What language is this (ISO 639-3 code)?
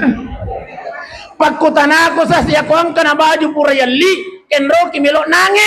bug